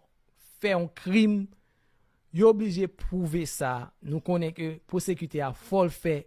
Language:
Haitian Creole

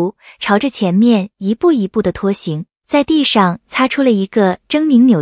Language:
Chinese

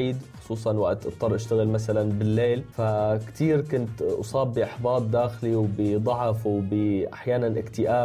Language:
North Levantine Arabic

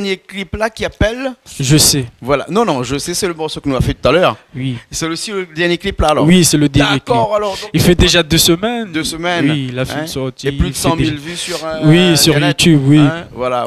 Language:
Réunion Creole French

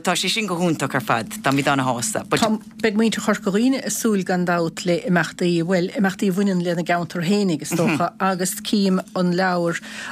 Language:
Irish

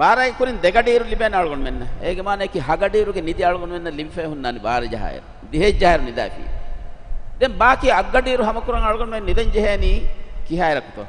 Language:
Divehi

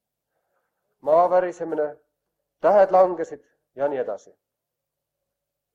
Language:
Estonian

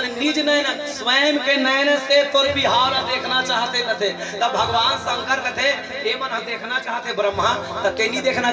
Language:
Chhattisgarhi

